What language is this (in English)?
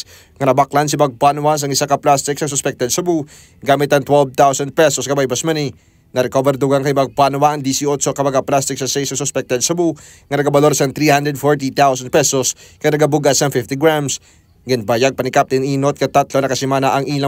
Hiligaynon